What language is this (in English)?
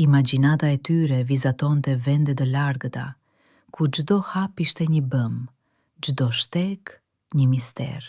Albanian